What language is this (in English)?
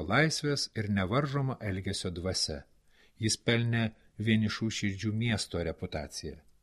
Lithuanian